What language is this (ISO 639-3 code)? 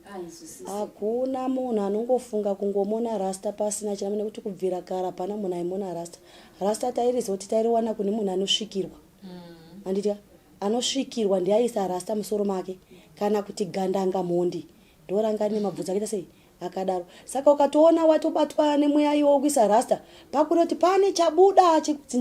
sna